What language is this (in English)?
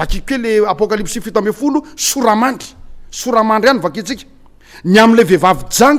Malagasy